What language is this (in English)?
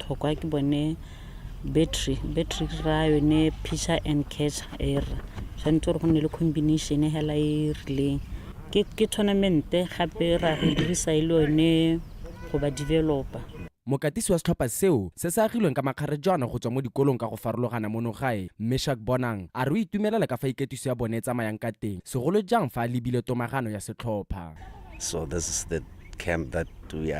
Tswana